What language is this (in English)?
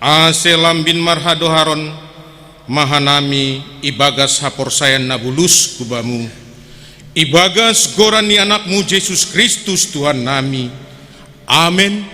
Batak Simalungun